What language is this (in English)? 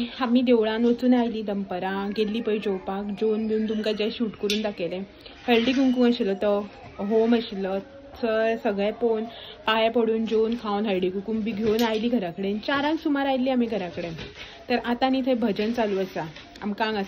Konkani